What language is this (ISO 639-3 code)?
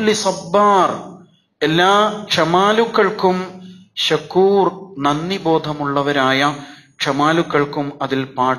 mal